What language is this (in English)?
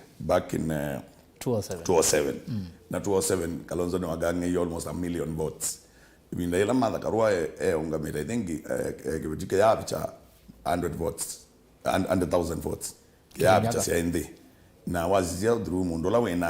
Kamba